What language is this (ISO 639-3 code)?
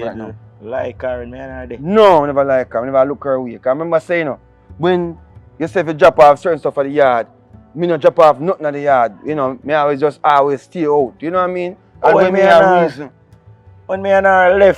jam